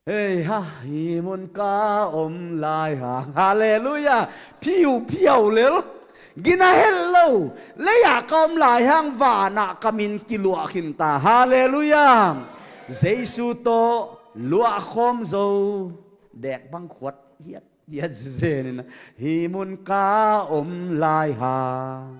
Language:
Tedim Chin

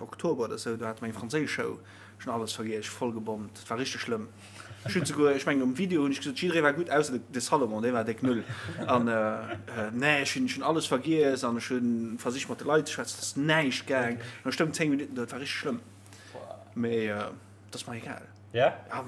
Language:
Luxembourgish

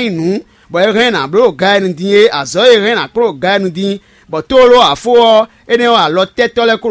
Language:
Fon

